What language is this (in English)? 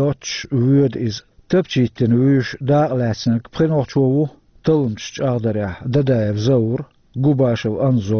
Chechen